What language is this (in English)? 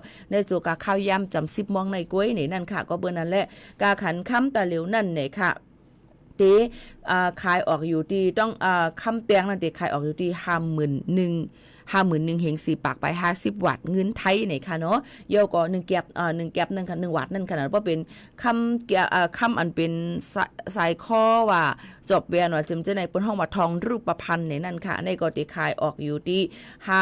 Shan